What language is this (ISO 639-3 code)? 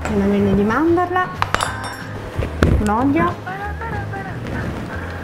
ita